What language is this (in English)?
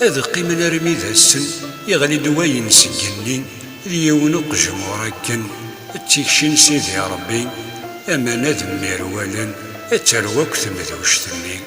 Kabyle